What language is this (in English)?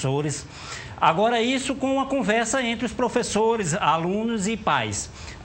Portuguese